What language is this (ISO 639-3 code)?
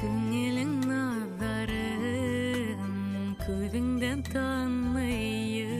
bak